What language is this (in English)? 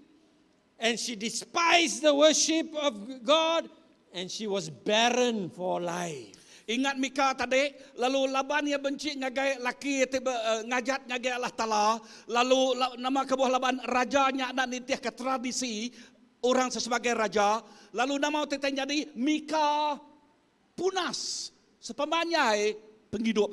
Iban